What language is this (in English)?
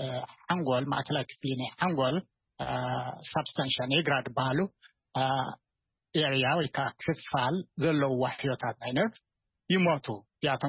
Tigrinya